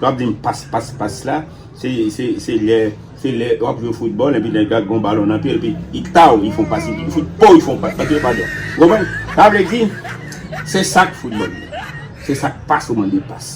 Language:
Haitian Creole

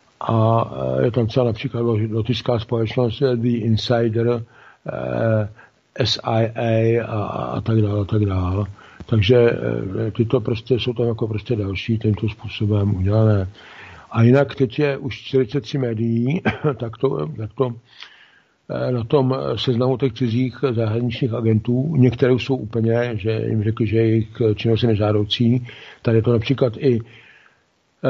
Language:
Czech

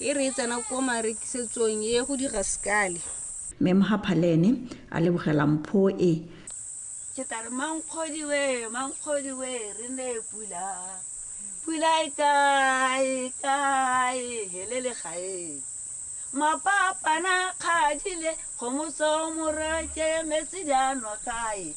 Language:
Tswana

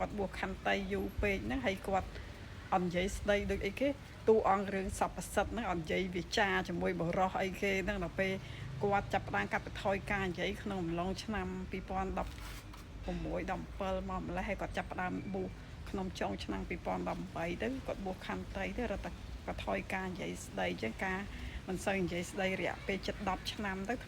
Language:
Khmer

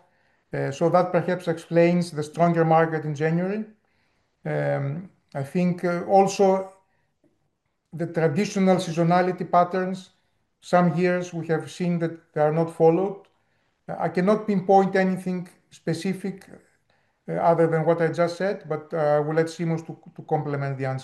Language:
English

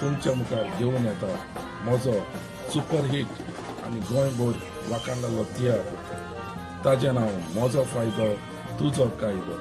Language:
Konkani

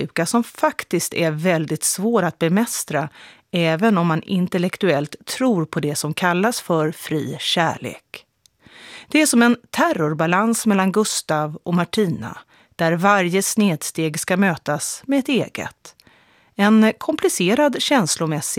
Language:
Swedish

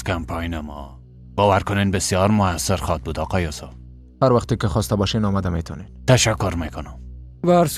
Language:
Persian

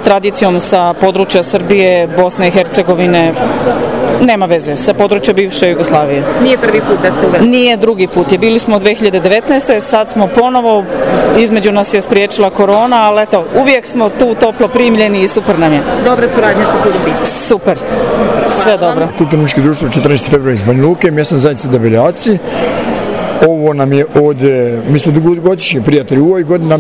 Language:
Bosnian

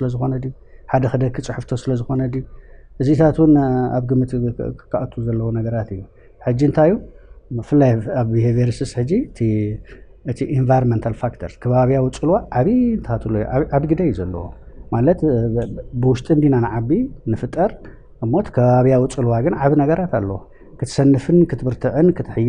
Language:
Tigrinya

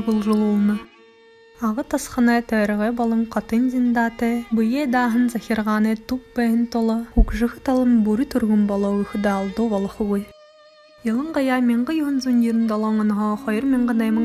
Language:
Buriat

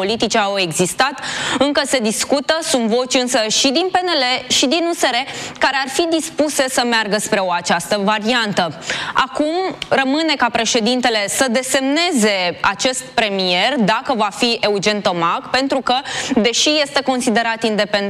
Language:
Romanian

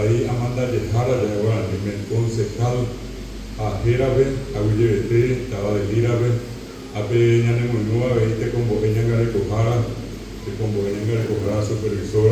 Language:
Guarani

